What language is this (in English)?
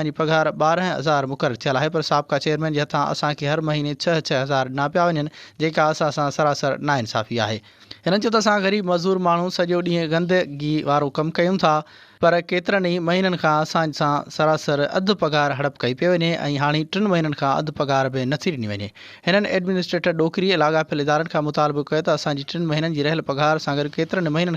Sindhi